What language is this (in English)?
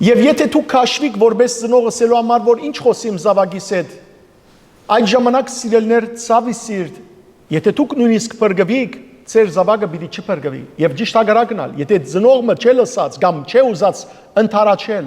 Western Armenian